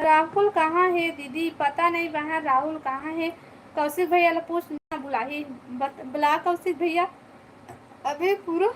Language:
Chhattisgarhi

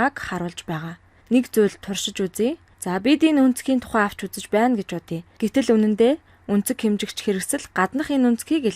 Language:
Mongolian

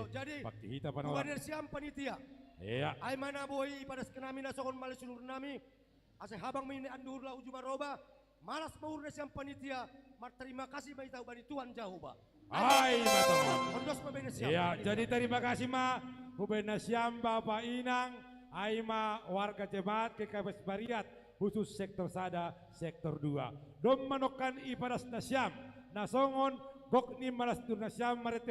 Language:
Batak Simalungun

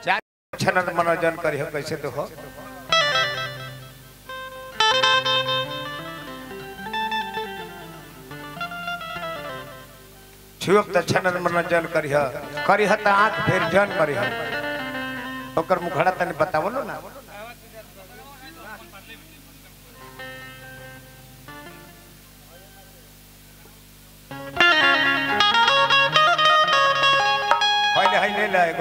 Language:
Bhojpuri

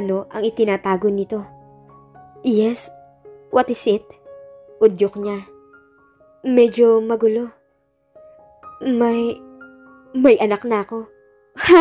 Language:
Filipino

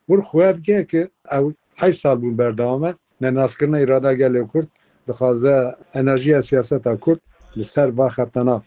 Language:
Kurdish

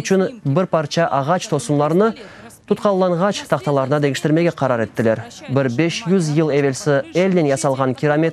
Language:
Crimean Tatar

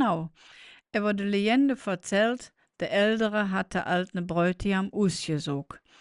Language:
Colognian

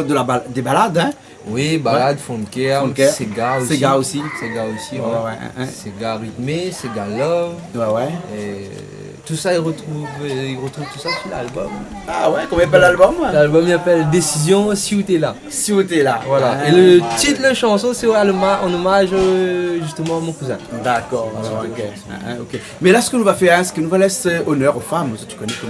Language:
Réunion Creole French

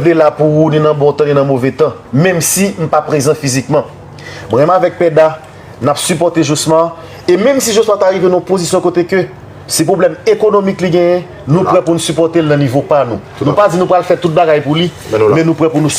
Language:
Haitian Creole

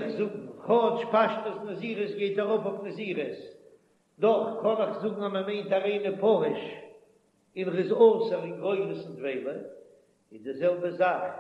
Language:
Yiddish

